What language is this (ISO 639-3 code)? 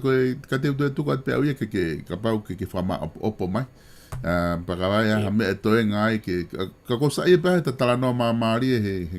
ton